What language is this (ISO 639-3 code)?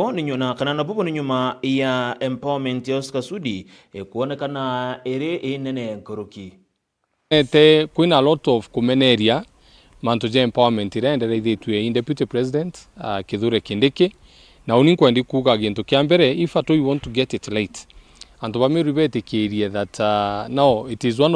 mer